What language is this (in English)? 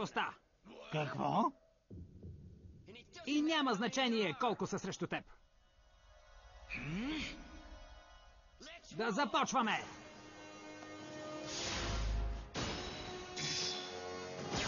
Bulgarian